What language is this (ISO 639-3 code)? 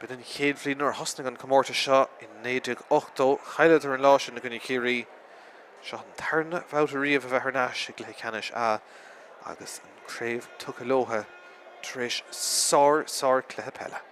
gle